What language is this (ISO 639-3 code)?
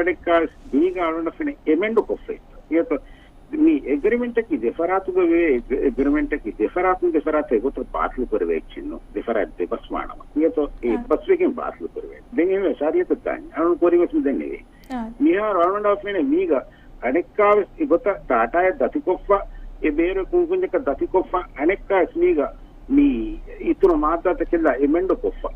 div